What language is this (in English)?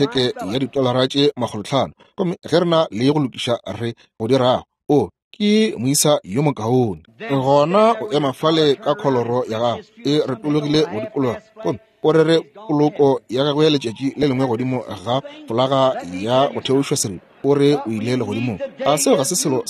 Northern Sotho